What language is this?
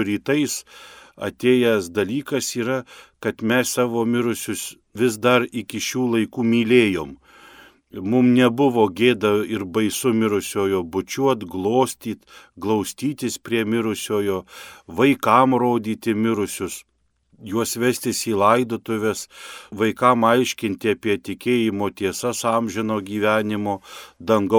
Lithuanian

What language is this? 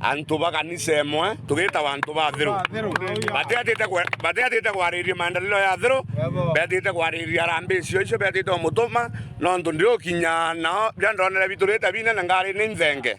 Meru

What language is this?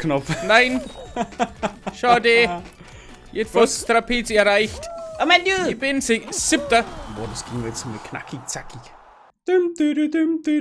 Bavarian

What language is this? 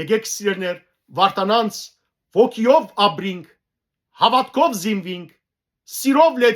Western Armenian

